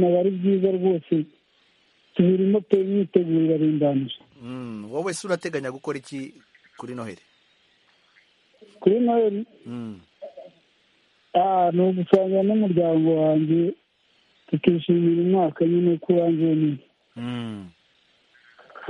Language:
Kinyarwanda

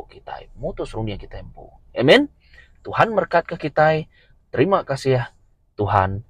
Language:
Iban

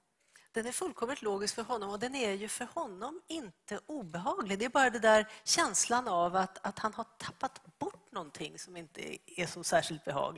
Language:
Swedish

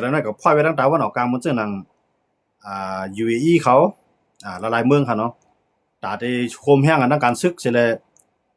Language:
Shan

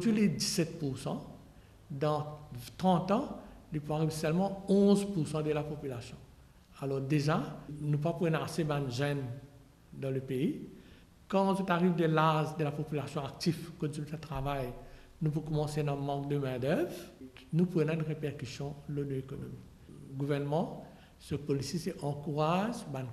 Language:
Morisyen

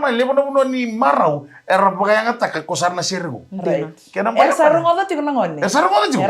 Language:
Fijian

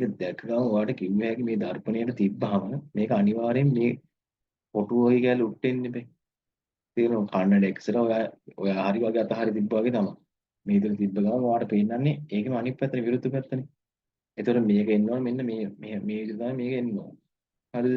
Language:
Sinhala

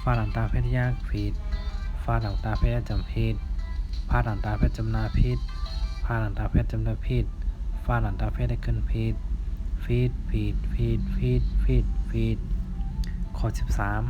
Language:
Shan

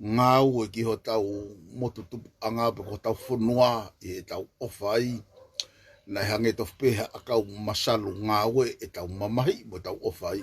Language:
Tongan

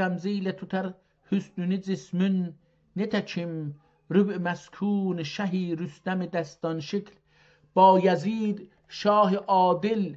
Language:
South Azerbaijani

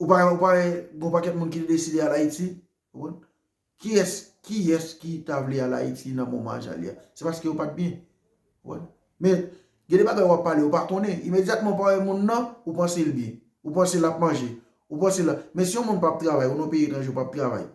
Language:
Haitian Creole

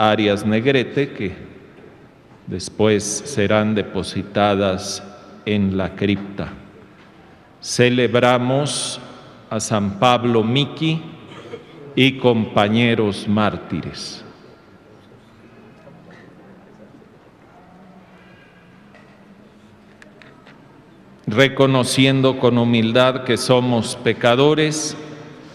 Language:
Spanish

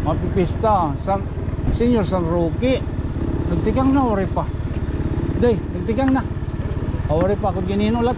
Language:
Waray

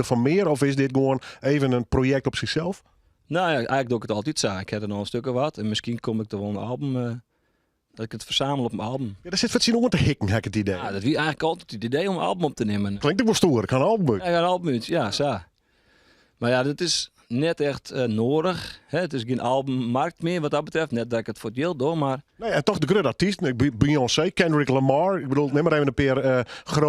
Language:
Western Frisian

